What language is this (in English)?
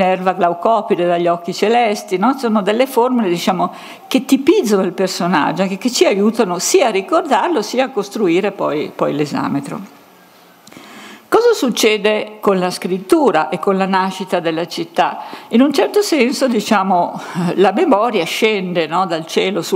Italian